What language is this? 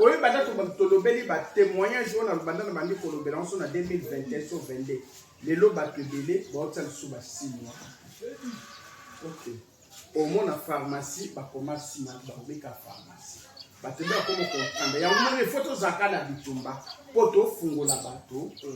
Lingala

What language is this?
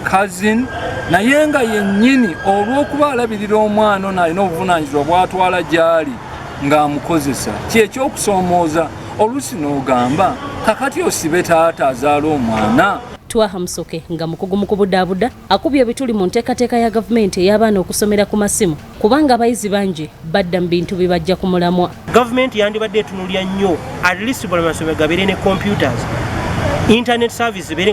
Ganda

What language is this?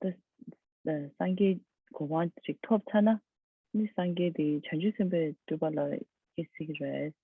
Tibetan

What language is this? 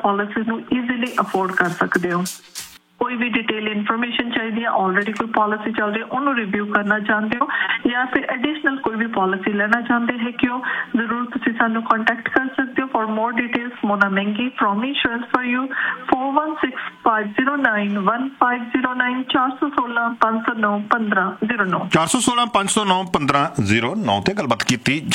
Punjabi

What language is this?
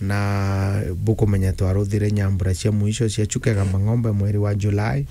Meru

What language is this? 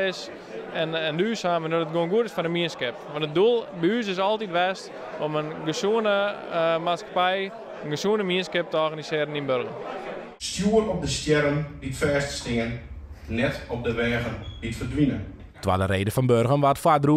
Western Frisian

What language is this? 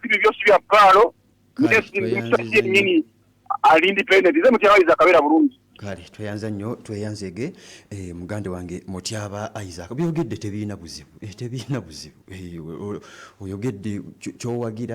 Ganda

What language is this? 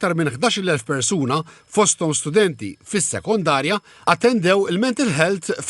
Maltese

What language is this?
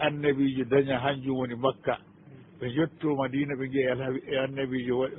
Fula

